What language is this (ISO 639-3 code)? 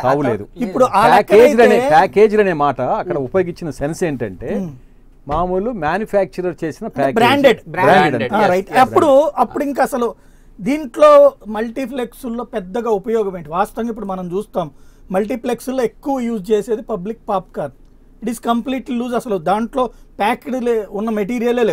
tel